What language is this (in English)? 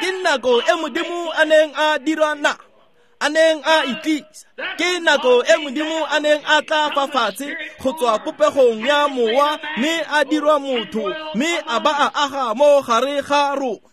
Tswana